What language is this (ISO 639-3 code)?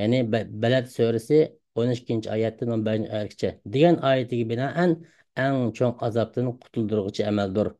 uig